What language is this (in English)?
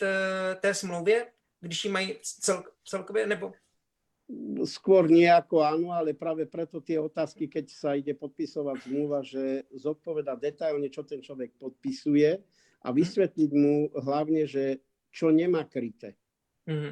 Slovak